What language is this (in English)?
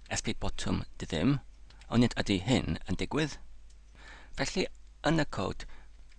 Welsh